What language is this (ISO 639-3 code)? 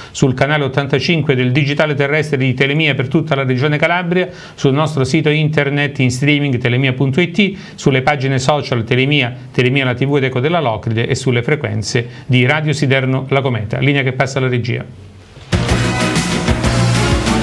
ita